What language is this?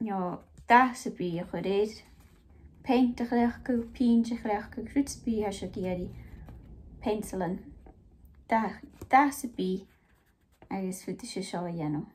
Scottish Gaelic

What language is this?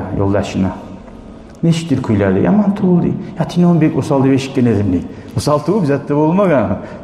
Kumyk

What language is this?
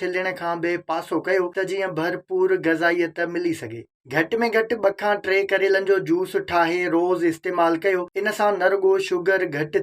Sindhi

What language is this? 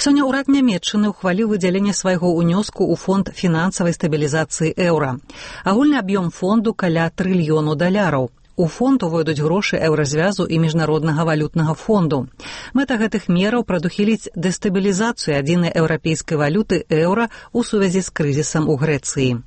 Belarusian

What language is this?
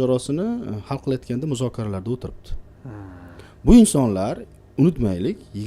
Uzbek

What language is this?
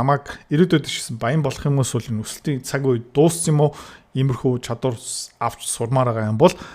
Mongolian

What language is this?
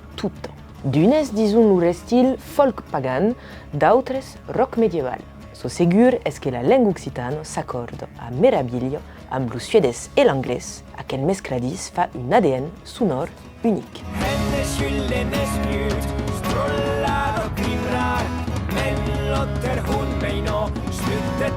Occitan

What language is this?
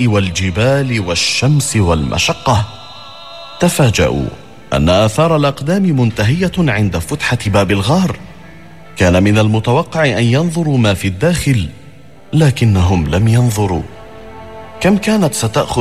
Arabic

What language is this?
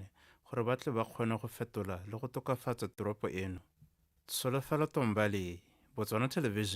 Tswana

